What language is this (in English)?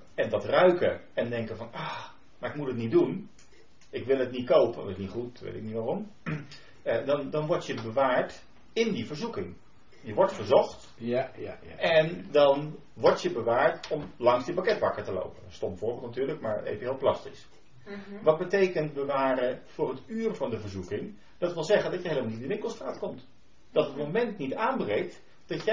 Dutch